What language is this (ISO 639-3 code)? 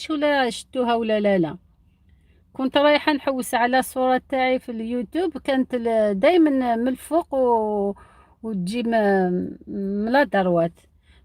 arq